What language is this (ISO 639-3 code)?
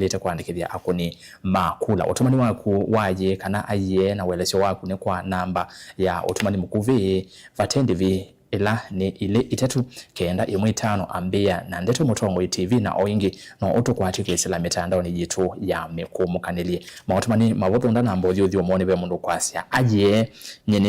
kam